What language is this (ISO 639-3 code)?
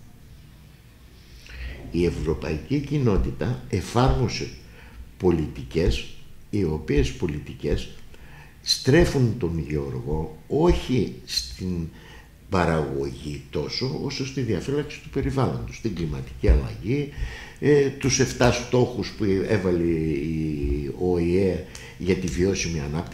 ell